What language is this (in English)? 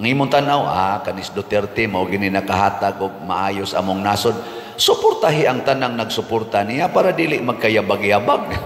Cebuano